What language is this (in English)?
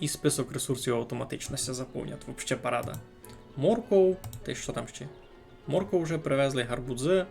Rusyn